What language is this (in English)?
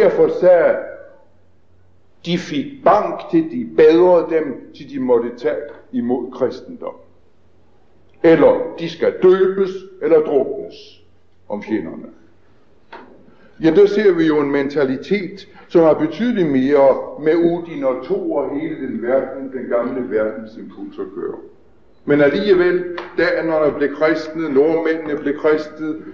Danish